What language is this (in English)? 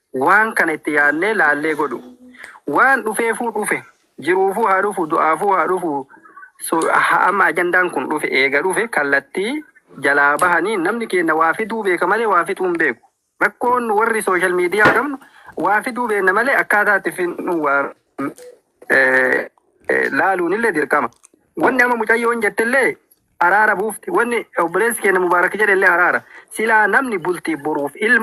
Oromo